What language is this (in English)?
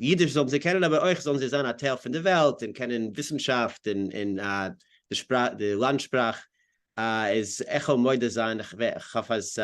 Yiddish